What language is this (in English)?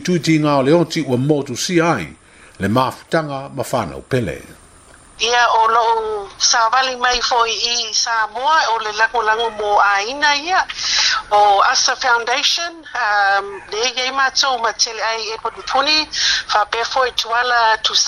Samoan